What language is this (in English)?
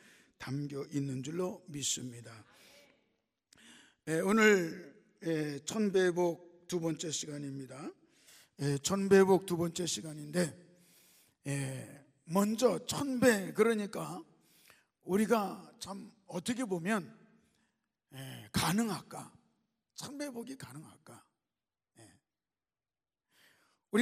Korean